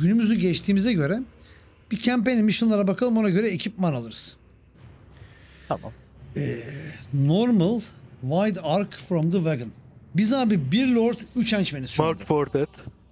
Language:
Turkish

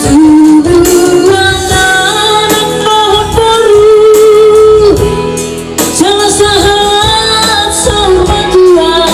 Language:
Batak Toba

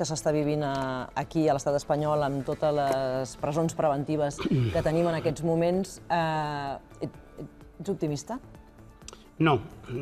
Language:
Catalan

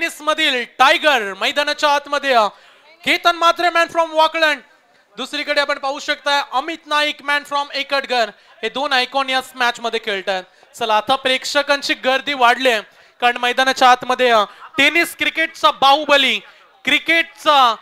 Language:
Marathi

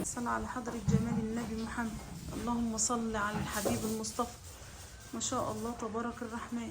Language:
Egyptian Arabic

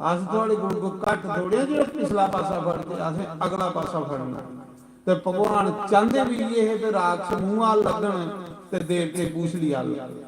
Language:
Dogri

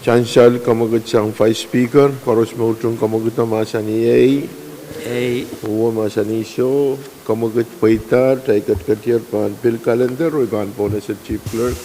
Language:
Pohnpeian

